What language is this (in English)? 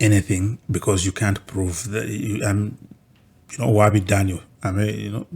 Ganda